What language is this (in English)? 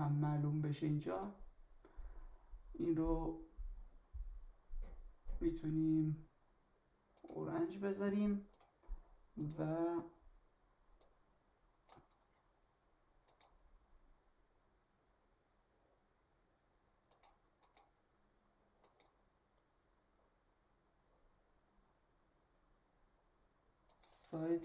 Persian